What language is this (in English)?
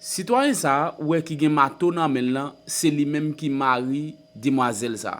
Haitian Creole